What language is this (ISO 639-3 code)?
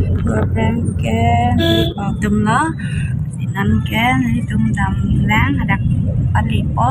mjw